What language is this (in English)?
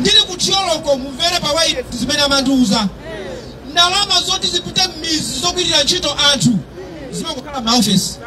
Nyanja